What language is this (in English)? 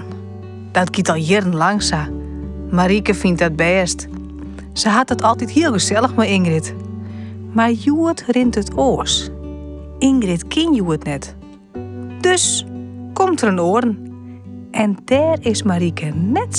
Western Frisian